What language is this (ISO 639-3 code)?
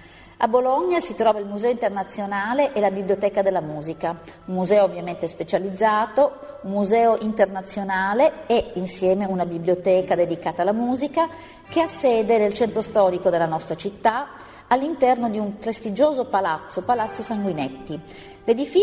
ita